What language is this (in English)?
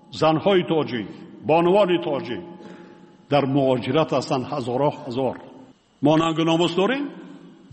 Persian